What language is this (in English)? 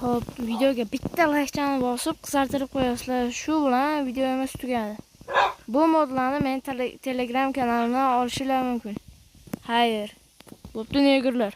Uzbek